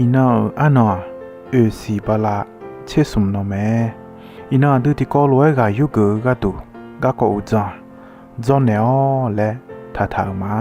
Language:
Akha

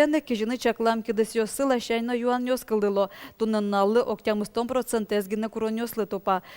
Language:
Udmurt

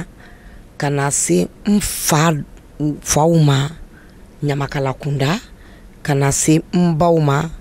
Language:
Bambara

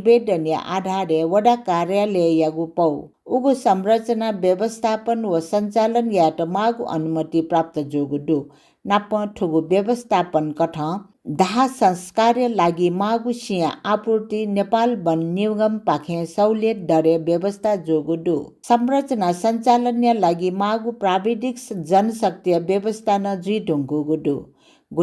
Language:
Newari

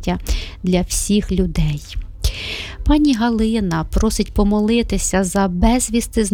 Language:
Ukrainian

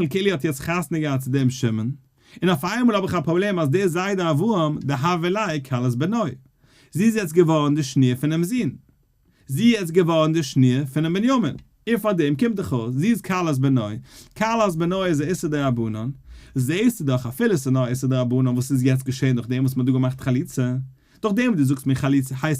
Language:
Yiddish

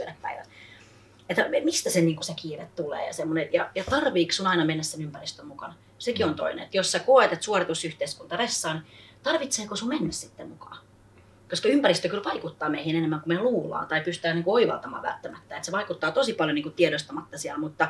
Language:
Finnish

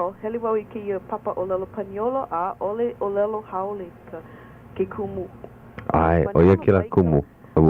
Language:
Hawaiian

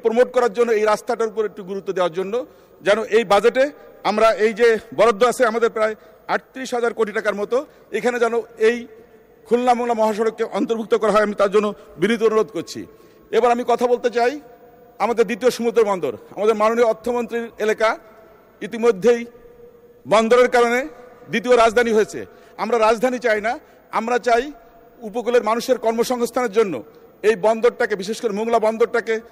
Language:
Bangla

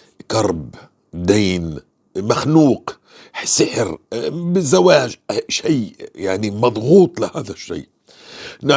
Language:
North Levantine Arabic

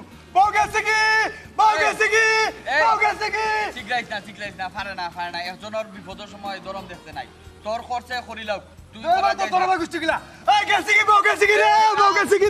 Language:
Sylheti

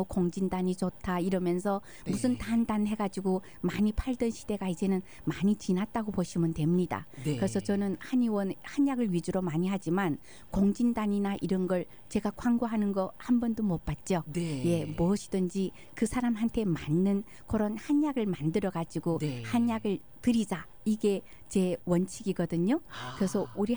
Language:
Korean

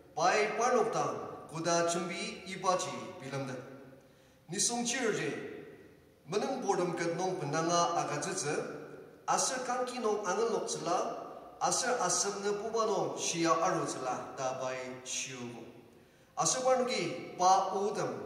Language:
Ao Naga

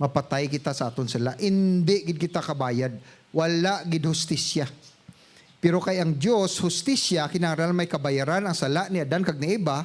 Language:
Hiligaynon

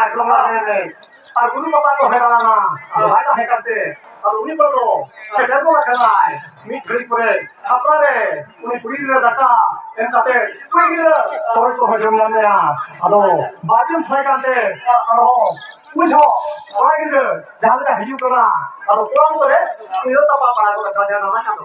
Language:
Santali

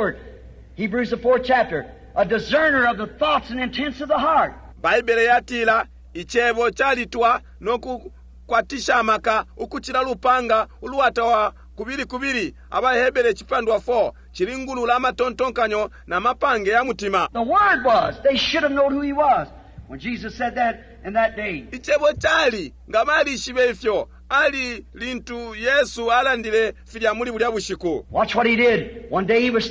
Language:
Bemba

